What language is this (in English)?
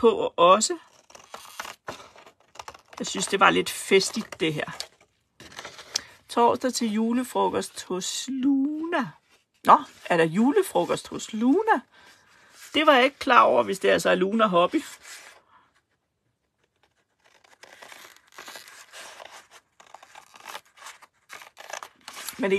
Danish